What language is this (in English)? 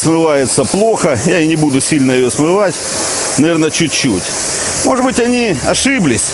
Russian